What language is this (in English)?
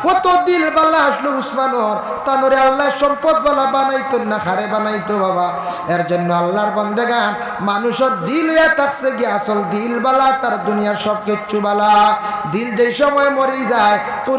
Sylheti